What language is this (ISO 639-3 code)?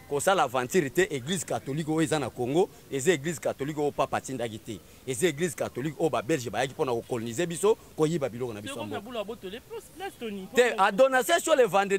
lin